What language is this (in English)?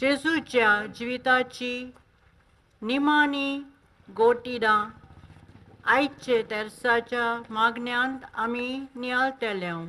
Konkani